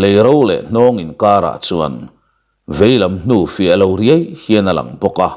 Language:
Mizo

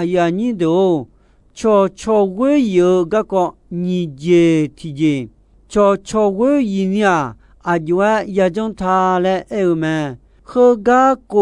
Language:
Akha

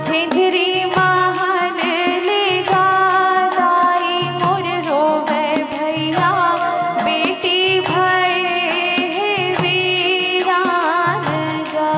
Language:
Chhattisgarhi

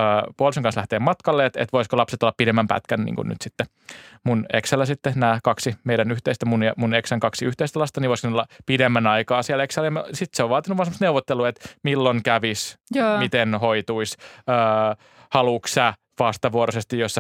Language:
Finnish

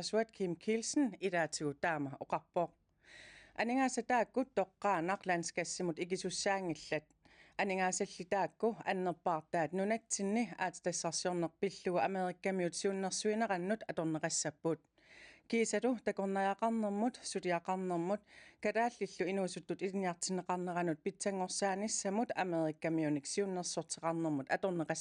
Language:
Kalaallisut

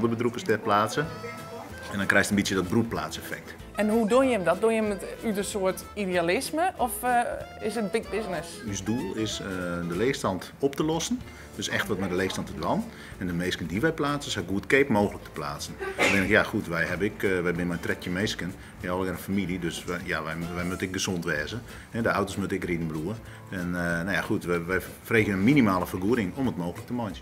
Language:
Western Frisian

